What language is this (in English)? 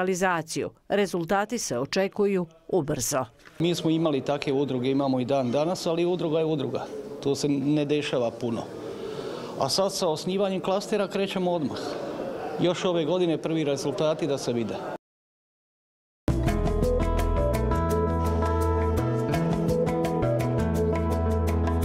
Croatian